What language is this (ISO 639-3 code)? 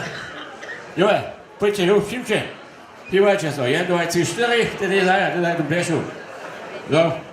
hsb